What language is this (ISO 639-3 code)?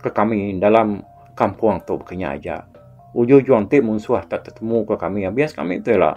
iba